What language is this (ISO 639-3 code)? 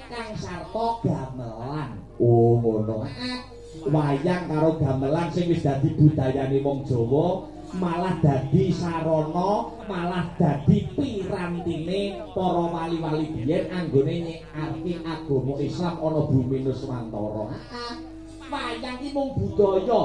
jav